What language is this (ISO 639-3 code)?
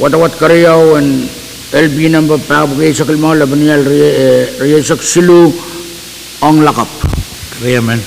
pon